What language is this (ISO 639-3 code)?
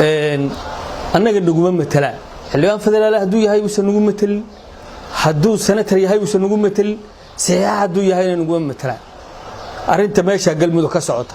som